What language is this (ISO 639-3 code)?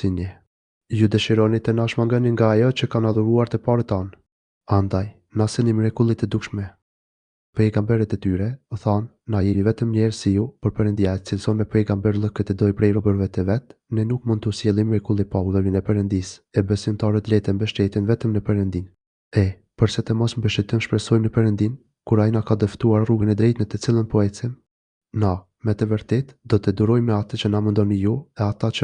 sqi